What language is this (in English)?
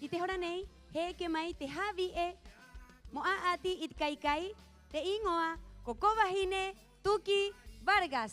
Rapanui